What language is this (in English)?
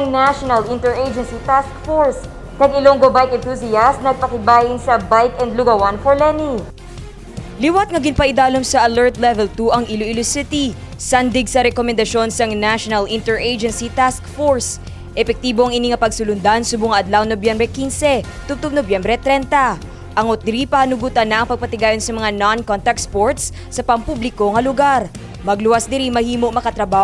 Hiligaynon